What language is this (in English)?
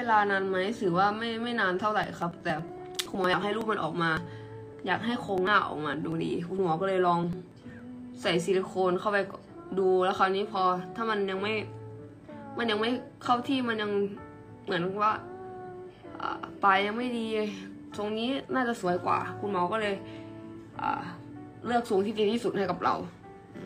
Thai